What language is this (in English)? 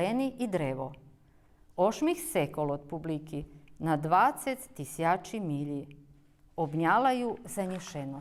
Rusyn